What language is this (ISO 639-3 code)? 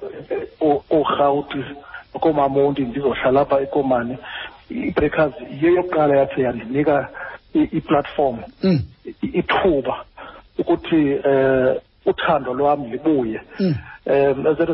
xho